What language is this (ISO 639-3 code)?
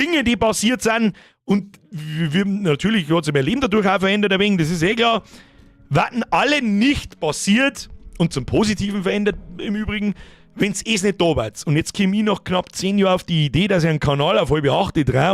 bar